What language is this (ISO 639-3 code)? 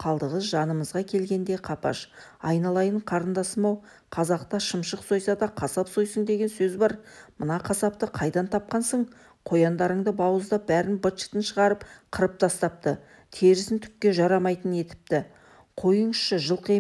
kaz